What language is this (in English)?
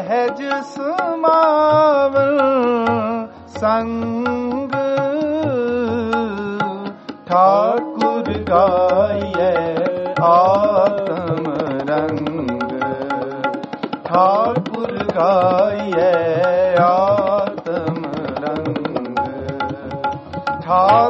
Punjabi